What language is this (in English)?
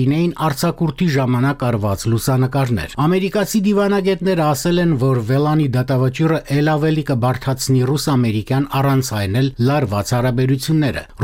Armenian